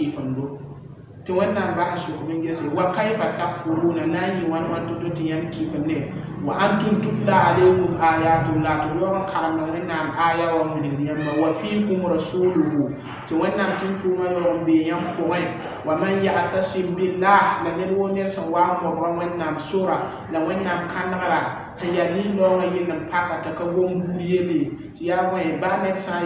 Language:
Mossi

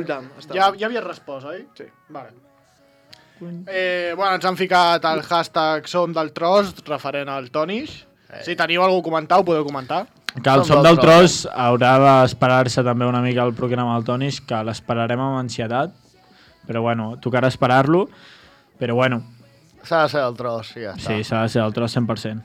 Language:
Catalan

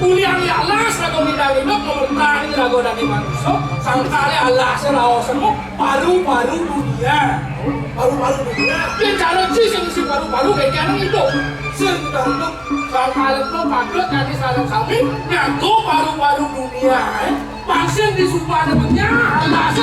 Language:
Balinese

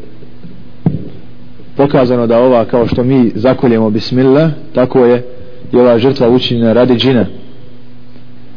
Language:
Bosnian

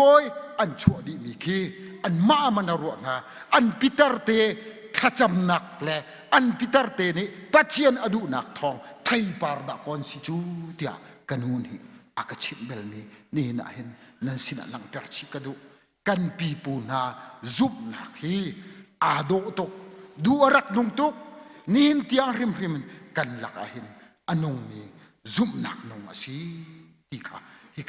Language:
Hakha Chin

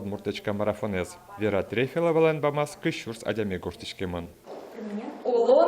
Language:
Udmurt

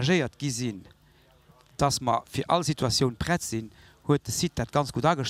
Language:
Luxembourgish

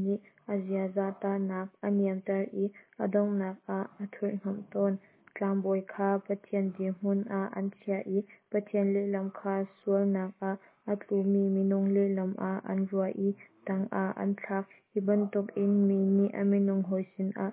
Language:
Hakha Chin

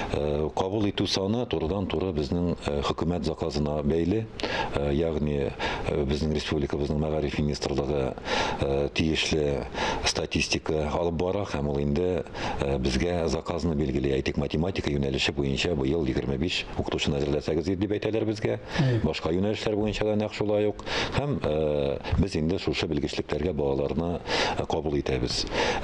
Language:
Tatar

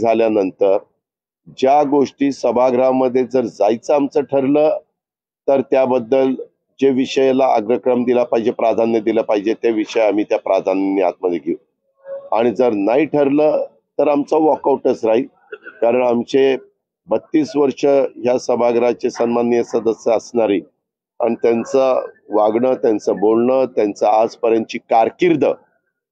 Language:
Marathi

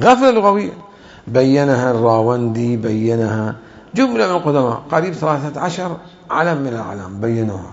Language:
Mesopotamian Arabic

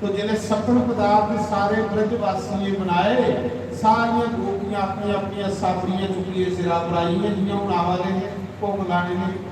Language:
Dogri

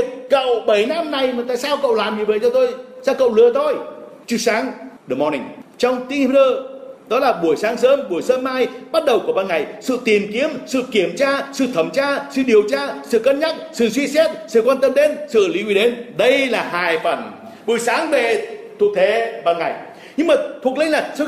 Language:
Vietnamese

